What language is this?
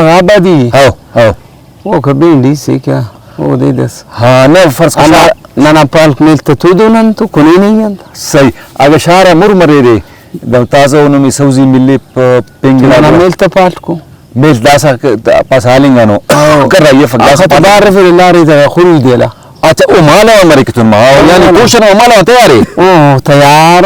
Brahui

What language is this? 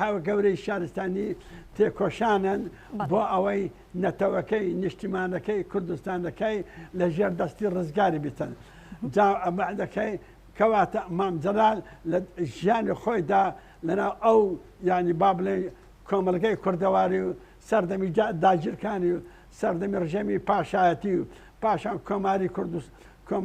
Central Kurdish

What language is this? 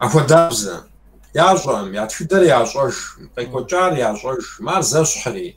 Kabardian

